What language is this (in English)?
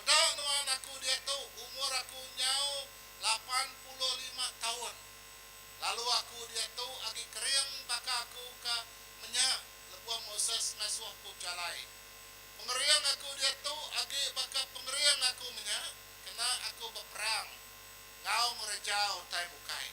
Iban